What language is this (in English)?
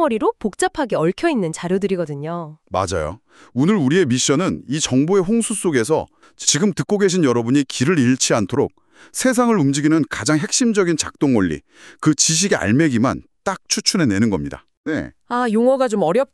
Korean